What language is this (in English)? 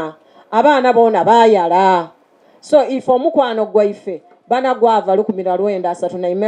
Soga